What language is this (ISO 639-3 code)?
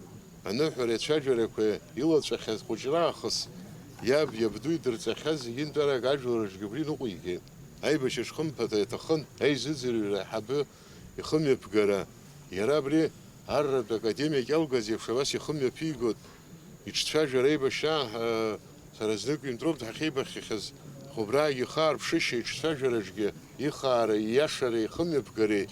abk